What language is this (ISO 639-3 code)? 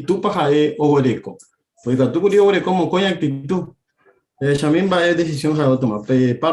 grn